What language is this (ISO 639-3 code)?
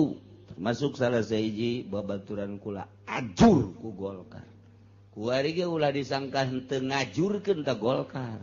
sun